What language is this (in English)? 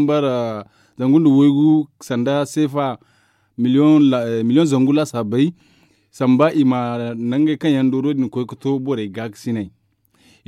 Zarma